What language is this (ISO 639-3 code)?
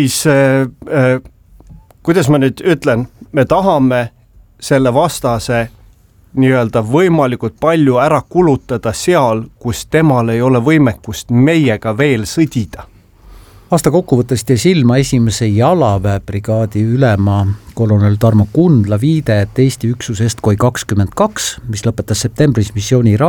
est